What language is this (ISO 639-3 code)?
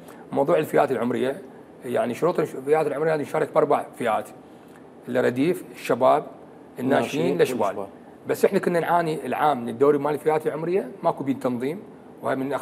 acm